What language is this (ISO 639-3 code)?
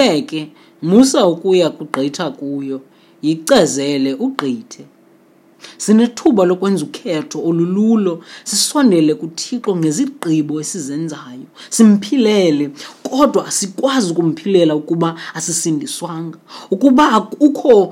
xho